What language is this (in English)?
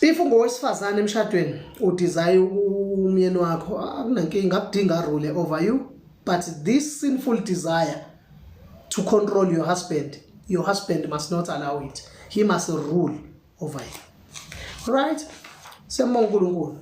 Zulu